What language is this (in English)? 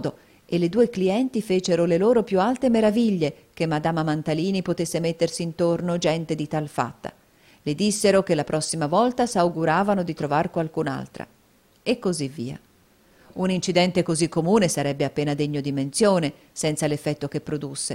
Italian